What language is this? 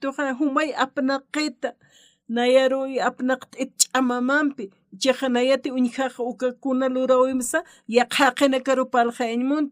Aymara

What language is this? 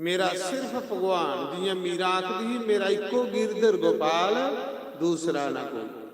Dogri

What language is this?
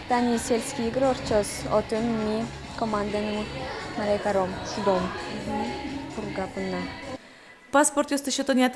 Udmurt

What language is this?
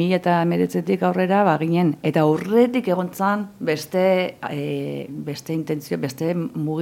Basque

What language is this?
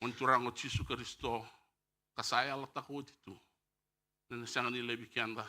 Fijian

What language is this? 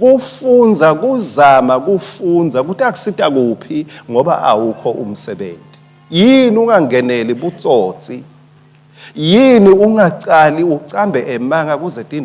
Swati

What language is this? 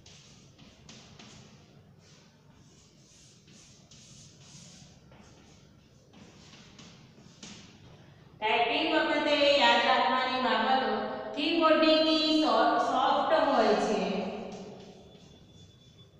Gujarati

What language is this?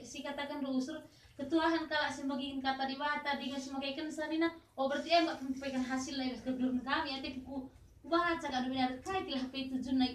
Batak Karo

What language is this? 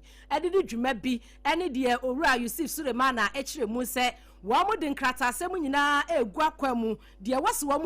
Akan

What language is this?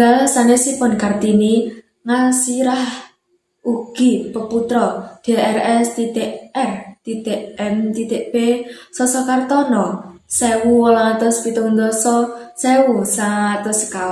Javanese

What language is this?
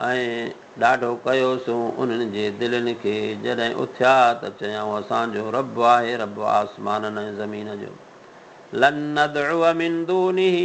Sindhi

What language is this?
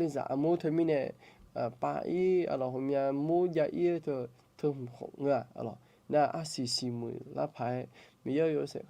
Akha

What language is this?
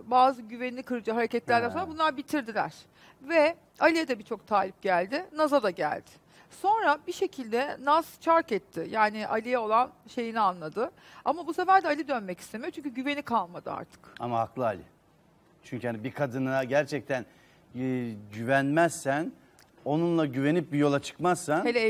Turkish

